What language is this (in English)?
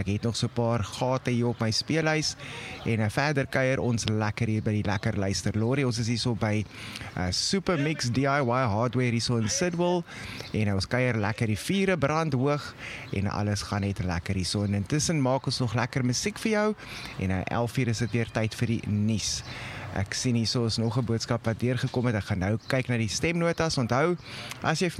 Afrikaans